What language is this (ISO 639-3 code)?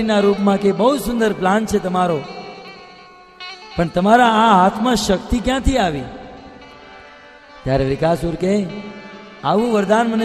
guj